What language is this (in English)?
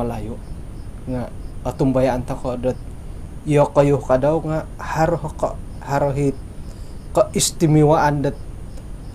Central Dusun